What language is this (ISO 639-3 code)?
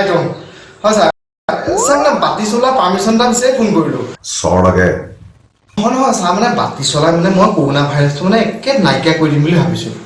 asm